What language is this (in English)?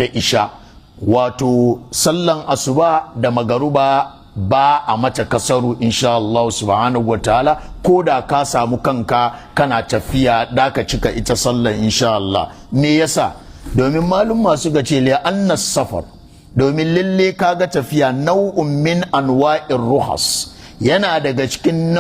Hausa